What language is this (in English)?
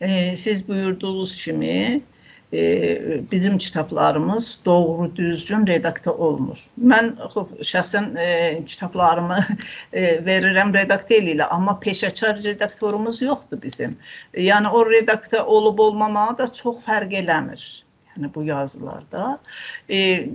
South Azerbaijani